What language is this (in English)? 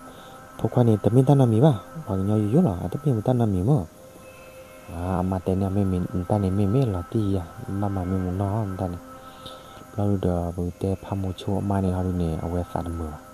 S'gaw Karen